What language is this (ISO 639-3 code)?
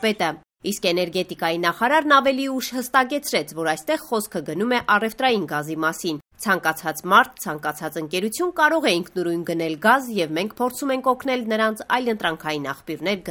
hye